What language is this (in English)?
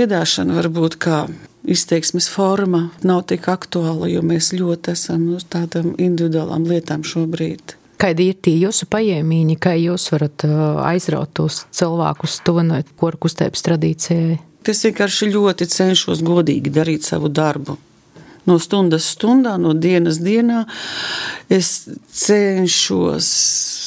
Latvian